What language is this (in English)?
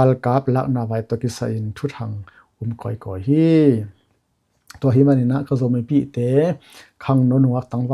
Tedim Chin